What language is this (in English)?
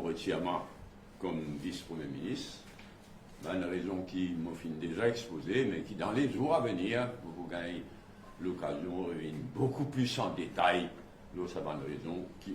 Morisyen